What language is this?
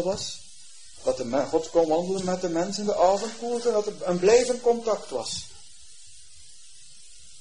Dutch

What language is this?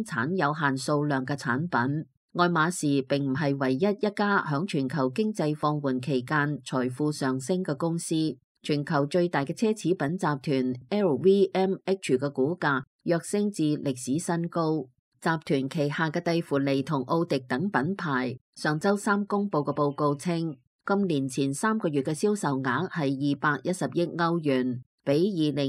Cantonese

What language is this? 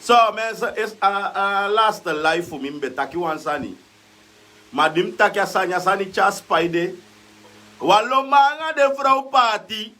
Sranan Tongo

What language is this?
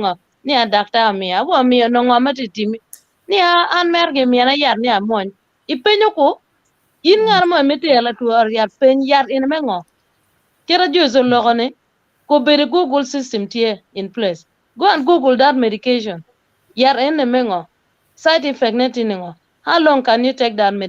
Acoli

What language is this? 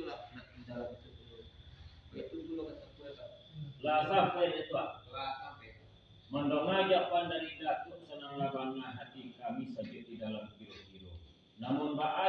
Minangkabau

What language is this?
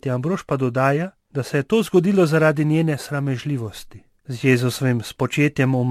Slovenian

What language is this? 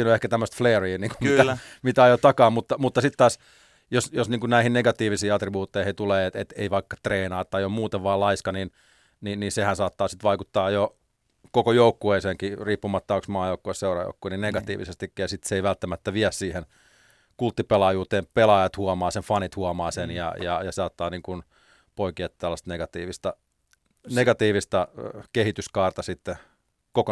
Finnish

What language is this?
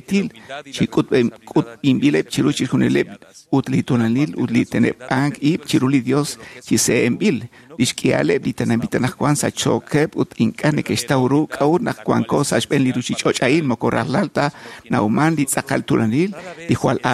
Kekchí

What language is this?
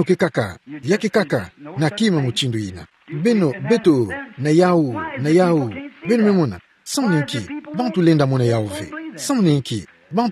Kituba (Democratic Republic of Congo)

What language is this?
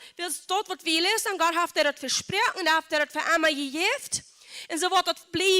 Plautdietsch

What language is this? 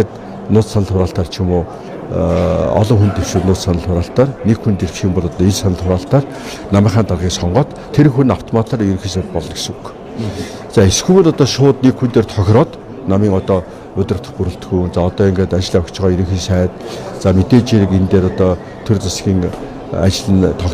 Mongolian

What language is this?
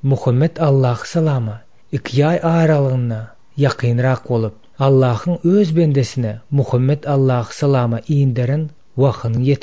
Turkmen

